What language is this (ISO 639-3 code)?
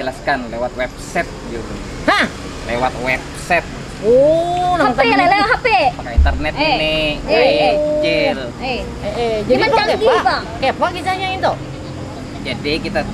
bjn